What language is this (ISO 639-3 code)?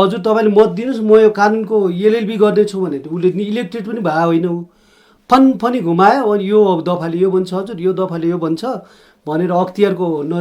nep